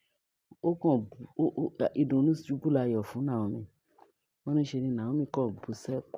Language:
Yoruba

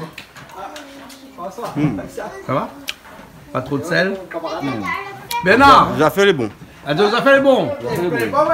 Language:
Réunion Creole French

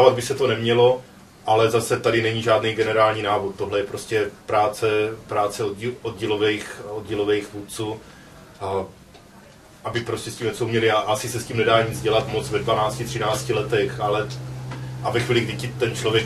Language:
Czech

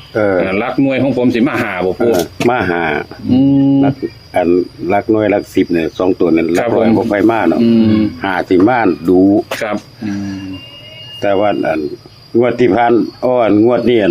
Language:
Northeastern Thai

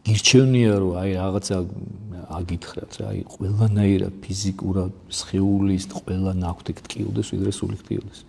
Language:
Georgian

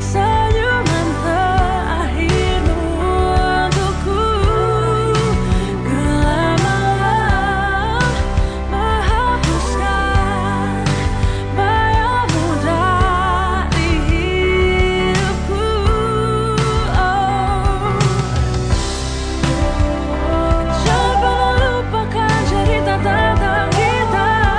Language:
Indonesian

